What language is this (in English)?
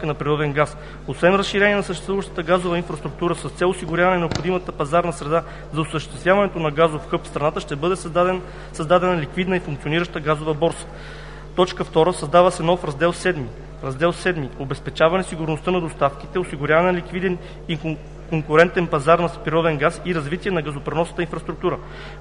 Bulgarian